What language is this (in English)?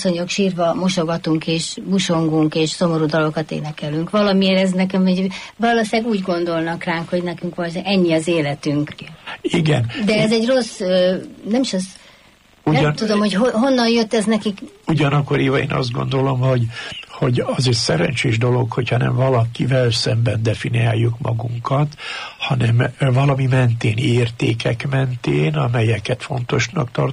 Hungarian